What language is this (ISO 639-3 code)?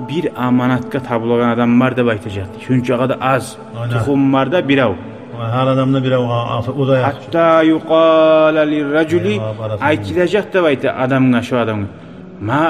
kum